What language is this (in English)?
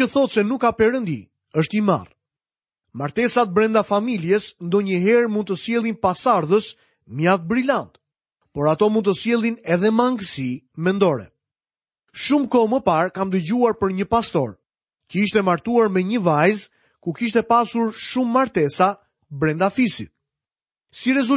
Albanian